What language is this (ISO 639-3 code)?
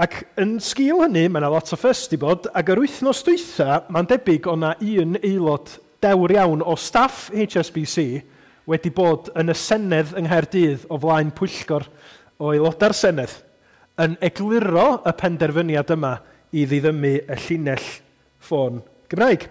cym